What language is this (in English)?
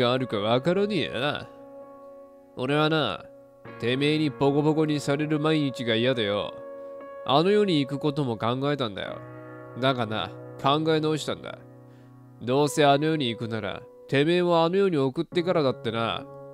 Japanese